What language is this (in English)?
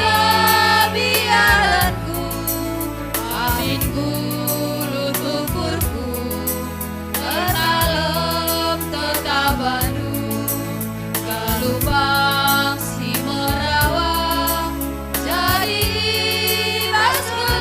Batak Karo